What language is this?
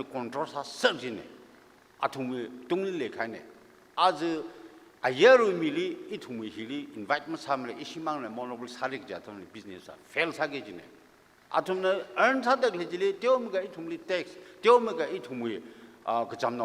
Tangkhul Naga (India)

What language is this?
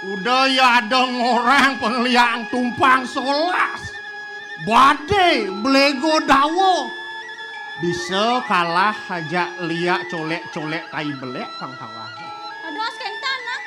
Balinese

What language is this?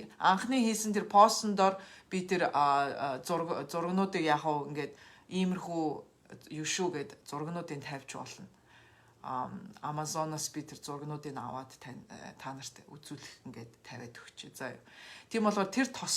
Mongolian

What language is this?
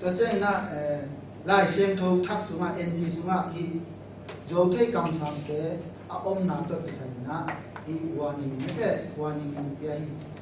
Tedim Chin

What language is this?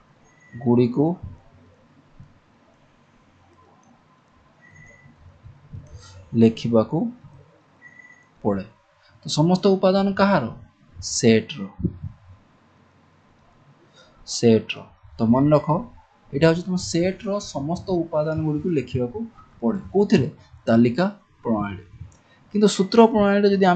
Odia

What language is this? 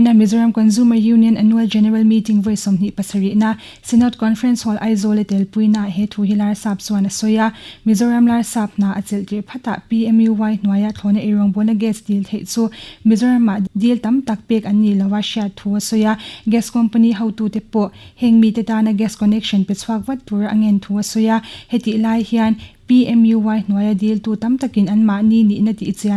Mizo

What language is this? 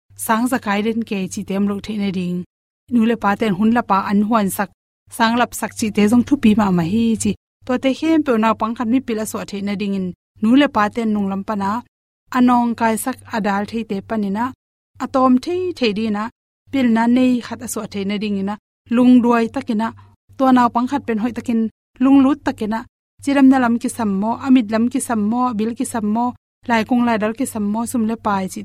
Tedim Chin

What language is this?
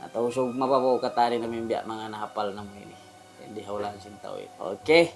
Tausug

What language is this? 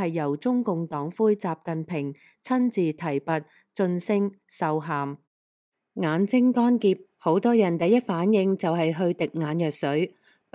Cantonese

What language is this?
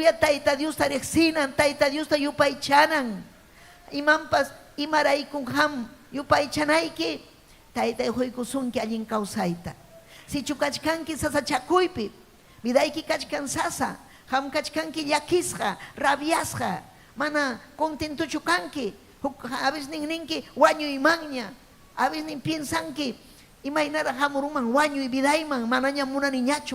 Ayacucho Quechua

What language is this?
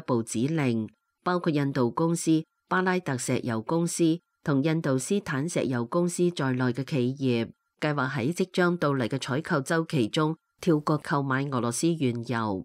Cantonese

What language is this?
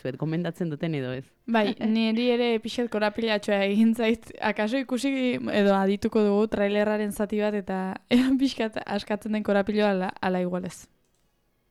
Basque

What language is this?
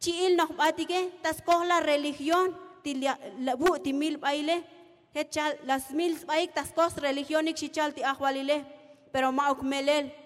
Tzotzil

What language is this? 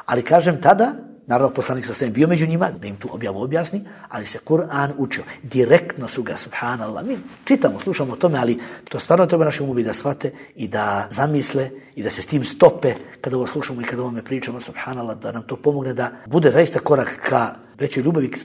Bosnian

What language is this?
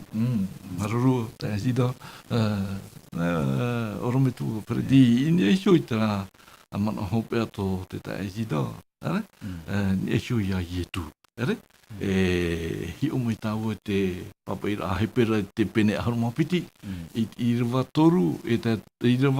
Tahitian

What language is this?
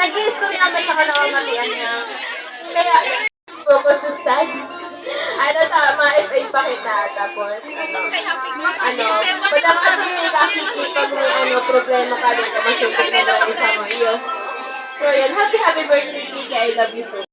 Bikol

